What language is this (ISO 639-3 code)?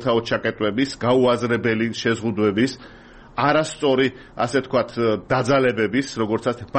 kat